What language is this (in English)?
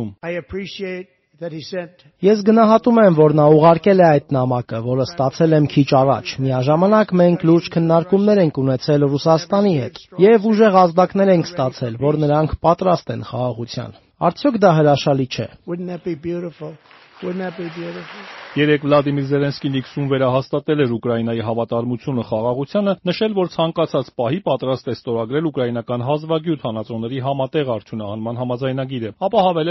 Armenian